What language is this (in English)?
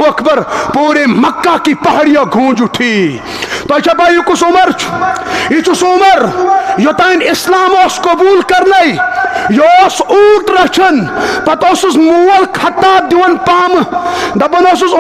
Kashmiri